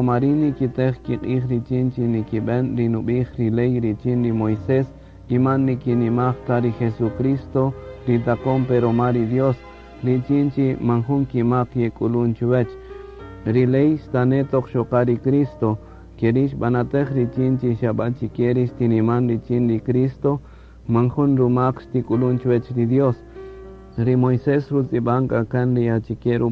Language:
Kaqchikel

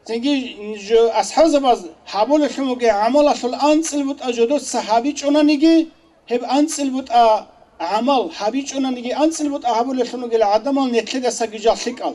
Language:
Avaric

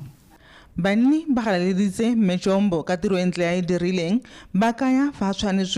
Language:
Tswana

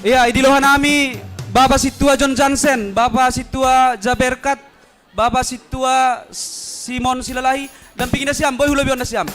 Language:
Batak Simalungun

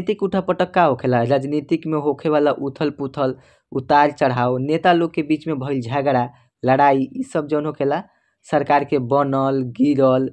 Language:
Bhojpuri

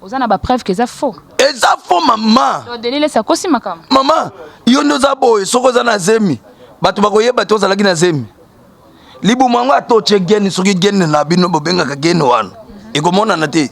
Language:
Lingala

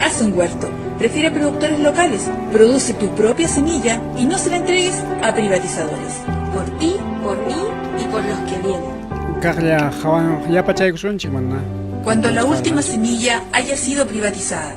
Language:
Ayacucho Quechua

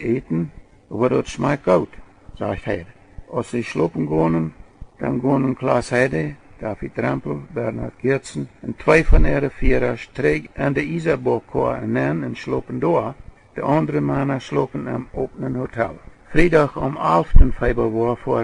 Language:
Plautdietsch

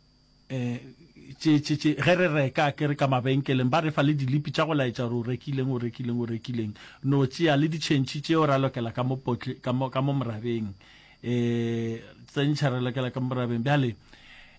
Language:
Northern Sotho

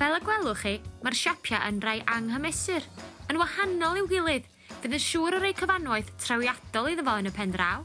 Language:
Welsh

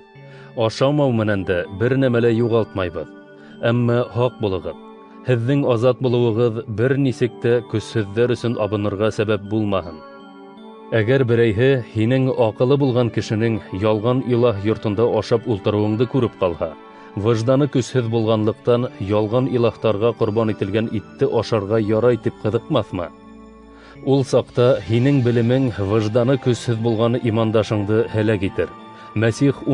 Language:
Bashkir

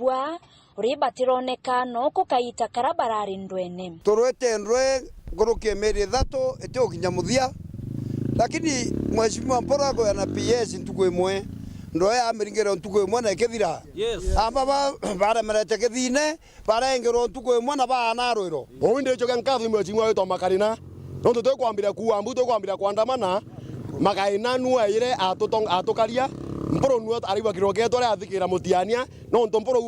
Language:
Meru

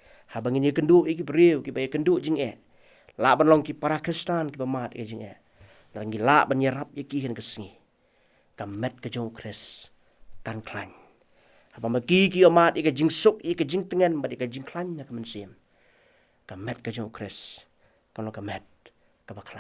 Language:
Khasi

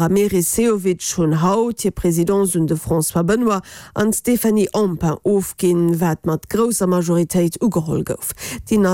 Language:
Luxembourgish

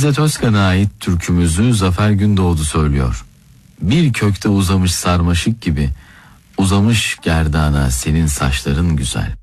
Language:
Turkish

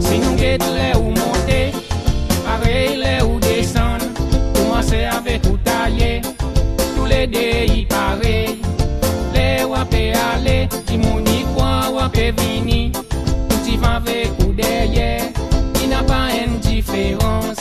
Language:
Seselwa Creole French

